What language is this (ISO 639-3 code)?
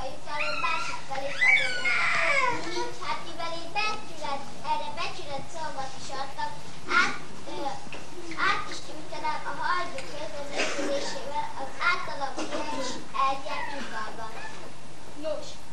hun